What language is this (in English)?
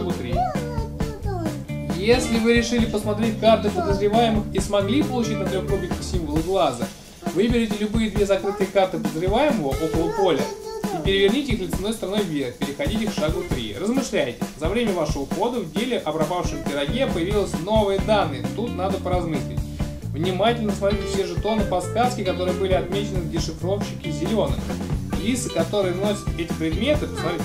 Russian